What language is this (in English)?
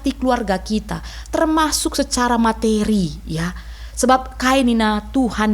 Batak Karo